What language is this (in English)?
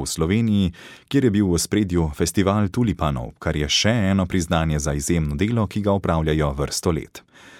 Slovenian